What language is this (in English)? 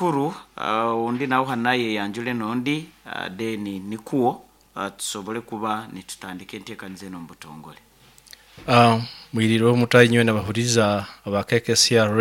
Nyoro